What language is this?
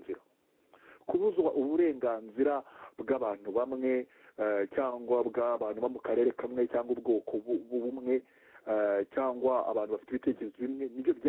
Kinyarwanda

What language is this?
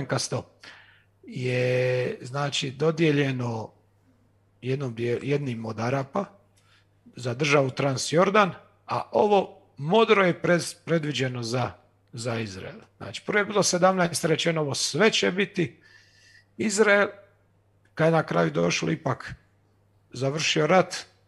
Croatian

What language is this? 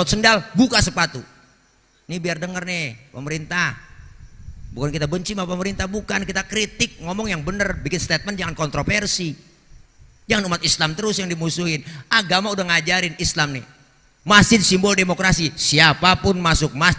Betawi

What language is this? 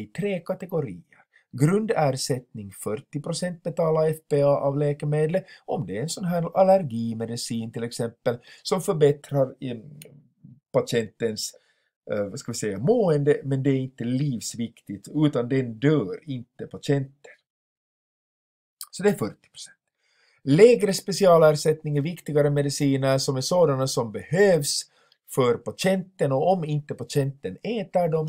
Swedish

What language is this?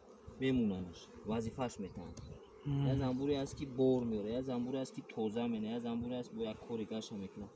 Tajik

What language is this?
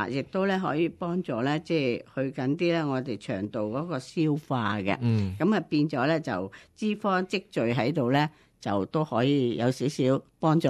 Cantonese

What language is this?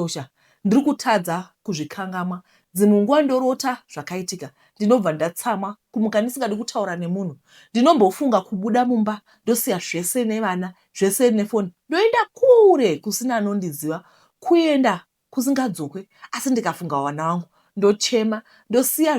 Shona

